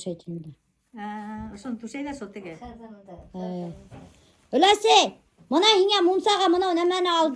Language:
Bashkir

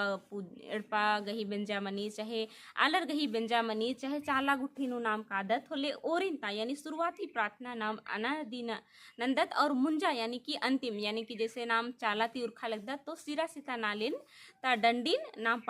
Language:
Kurukh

